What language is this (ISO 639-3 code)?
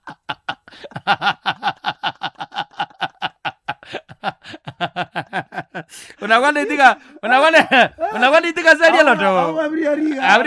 swa